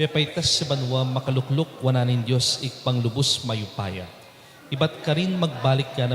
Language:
Pampanga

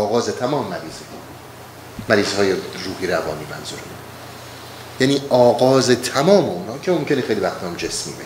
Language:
Persian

